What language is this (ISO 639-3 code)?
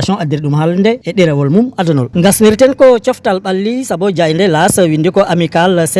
ful